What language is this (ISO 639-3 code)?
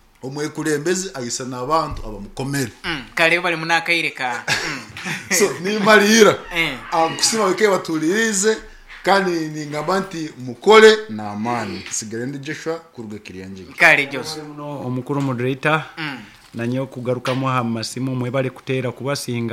nyo